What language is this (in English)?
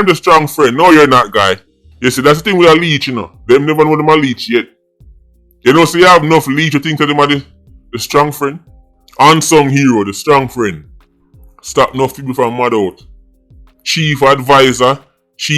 Jamaican Creole English